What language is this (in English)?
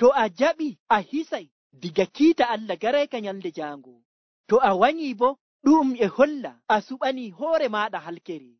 Nigerian Fulfulde